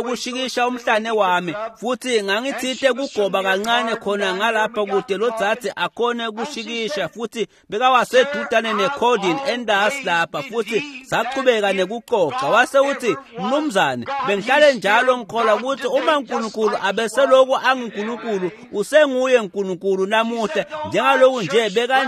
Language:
Swati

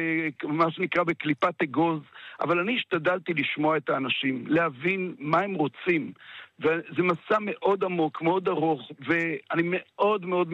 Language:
Hebrew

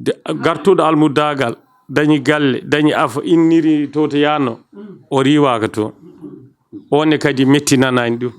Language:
Fula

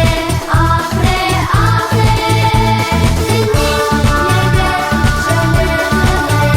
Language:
Buriat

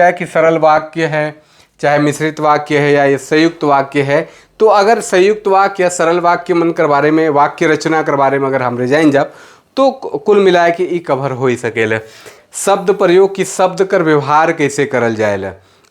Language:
Sadri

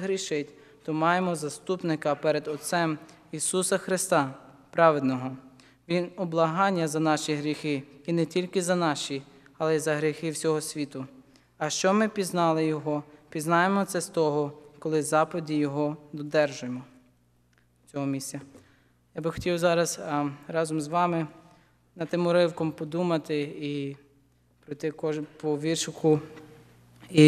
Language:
Ukrainian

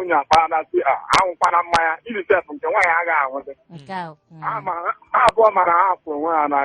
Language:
Igbo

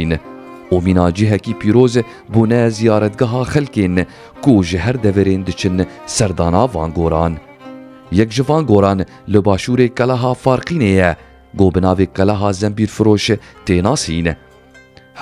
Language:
Kurdish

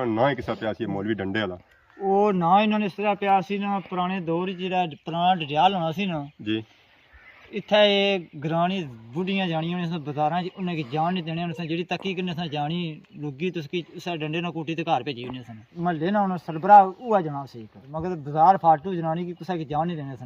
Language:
Pahari-Potwari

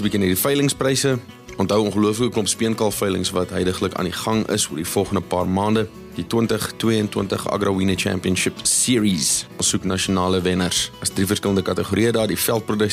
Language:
Afrikaans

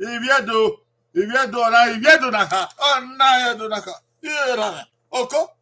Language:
Bini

